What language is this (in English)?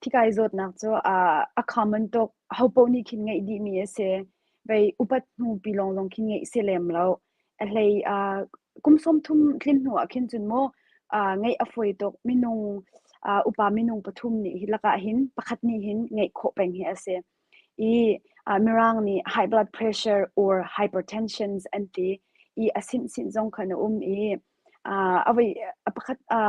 Hakha Chin